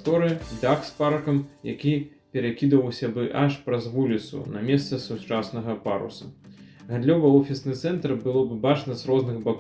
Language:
Belarusian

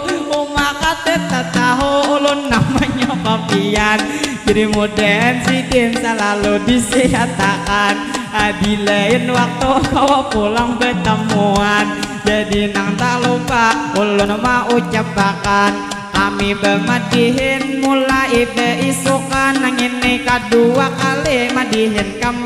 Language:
Banjar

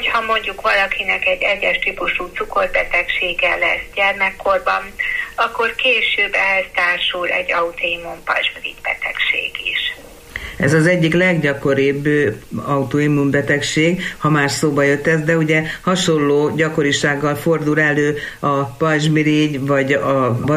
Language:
Hungarian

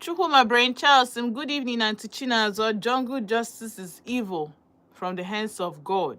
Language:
Igbo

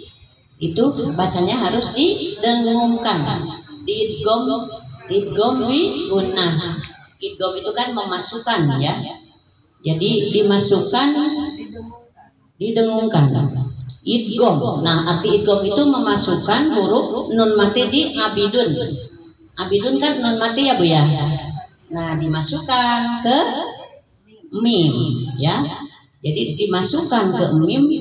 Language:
Indonesian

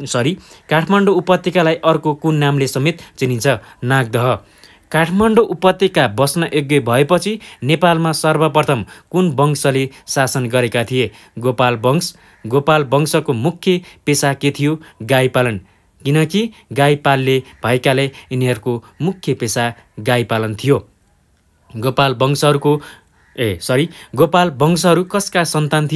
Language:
Nepali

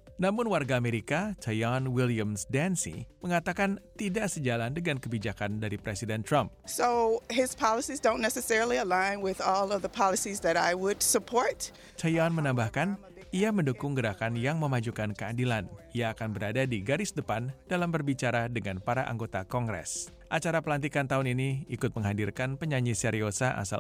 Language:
Indonesian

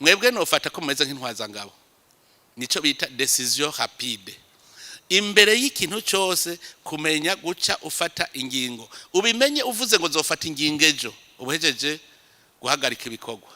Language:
Rundi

